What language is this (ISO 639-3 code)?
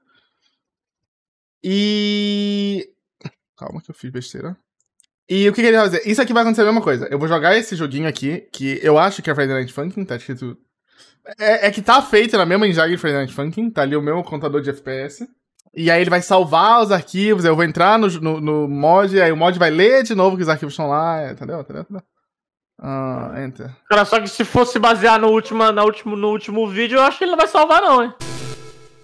por